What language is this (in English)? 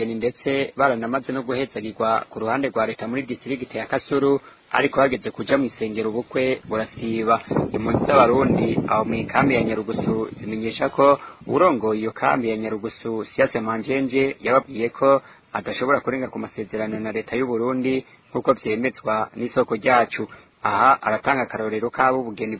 Rundi